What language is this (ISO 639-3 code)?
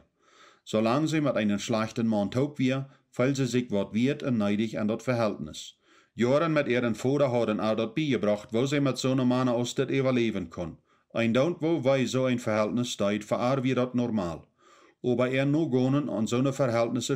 pdt